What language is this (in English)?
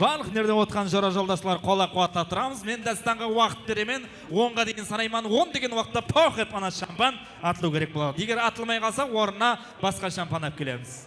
Kara-Kalpak